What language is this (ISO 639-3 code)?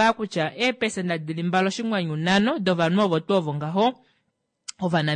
kua